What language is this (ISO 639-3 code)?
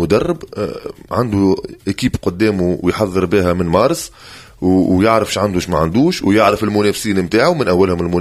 aeb